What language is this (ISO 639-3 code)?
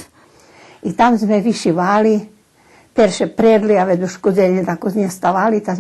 rue